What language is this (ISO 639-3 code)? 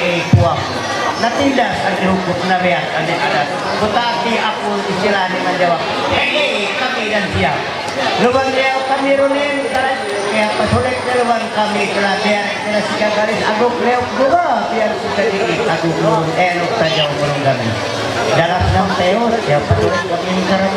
mhy